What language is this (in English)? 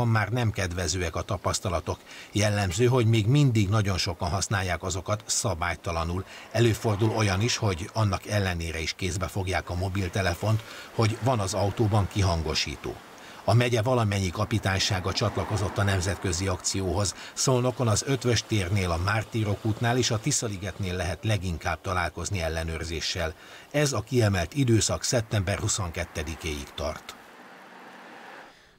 Hungarian